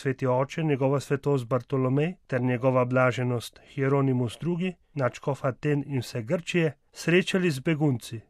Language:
Slovenian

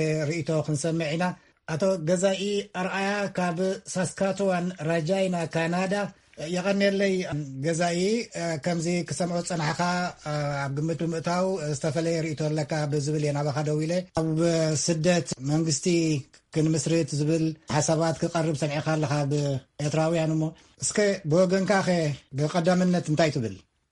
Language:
Tigrinya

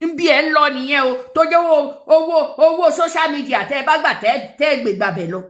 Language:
Yoruba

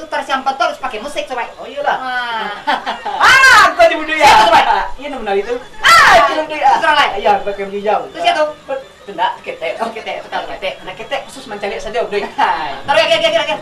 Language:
Minangkabau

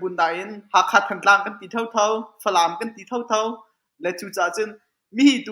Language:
Hakha Chin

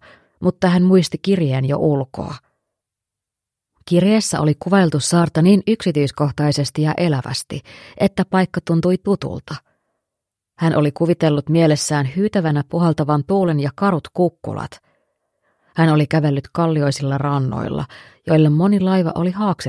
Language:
Finnish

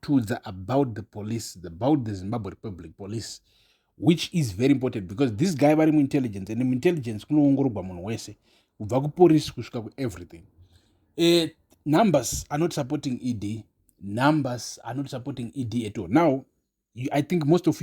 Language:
Shona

